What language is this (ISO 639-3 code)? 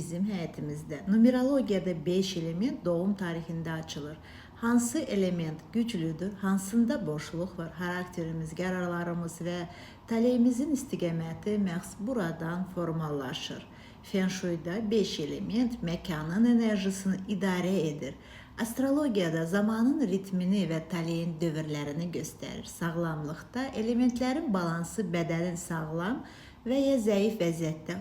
aze